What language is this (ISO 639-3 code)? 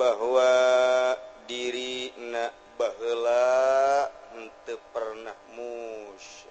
sun